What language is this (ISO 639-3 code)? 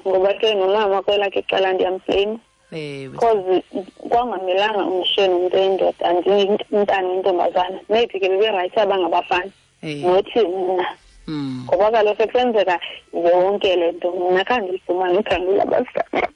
xho